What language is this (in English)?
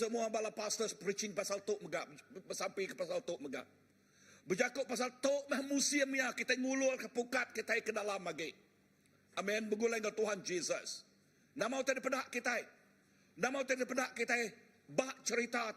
Iban